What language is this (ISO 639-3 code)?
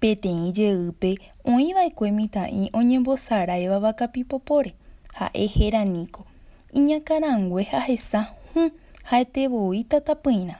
grn